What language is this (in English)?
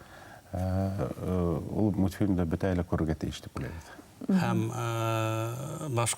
Bashkir